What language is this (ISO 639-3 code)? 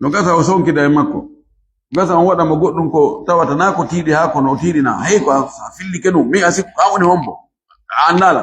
ful